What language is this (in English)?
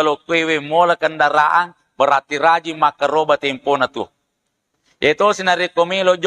Buginese